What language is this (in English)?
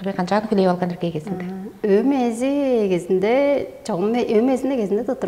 Tuvinian